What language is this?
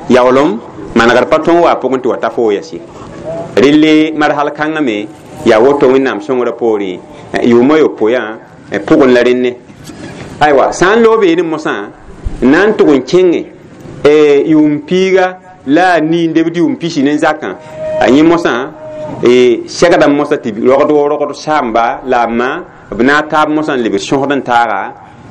Mossi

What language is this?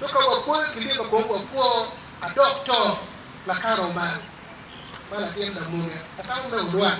Acoli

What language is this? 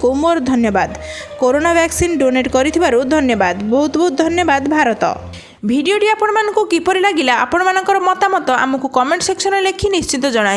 Odia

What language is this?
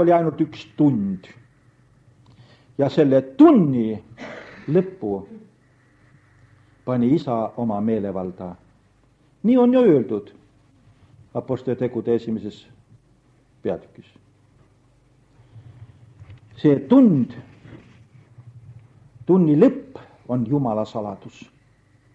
Estonian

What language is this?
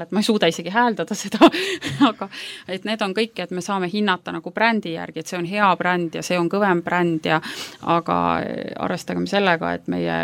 Estonian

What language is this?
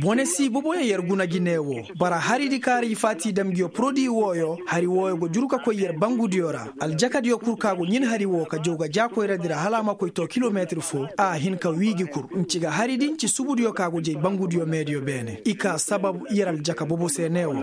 Koyraboro Senni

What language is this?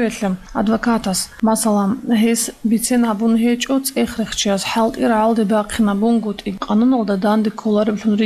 Avaric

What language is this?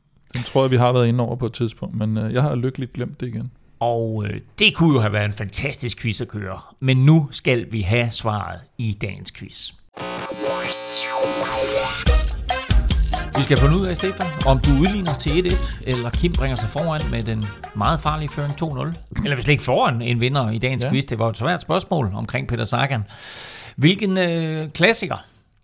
Danish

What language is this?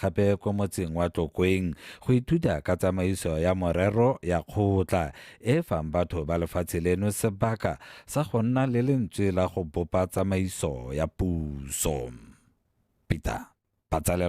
Tswana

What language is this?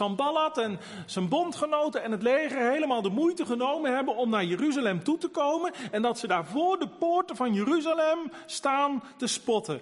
Dutch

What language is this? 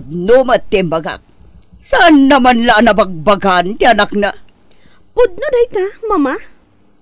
Iloko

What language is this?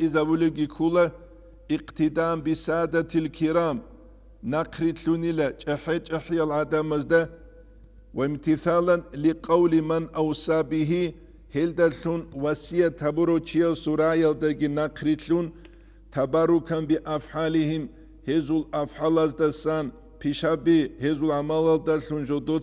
Avaric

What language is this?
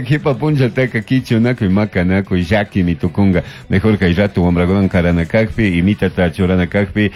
Chimborazo Highland Quichua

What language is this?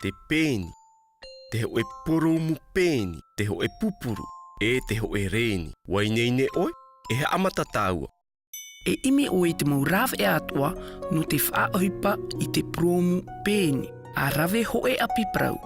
Tahitian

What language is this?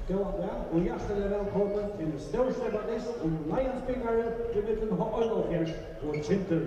Faroese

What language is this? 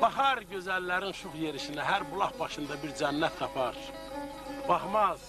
South Azerbaijani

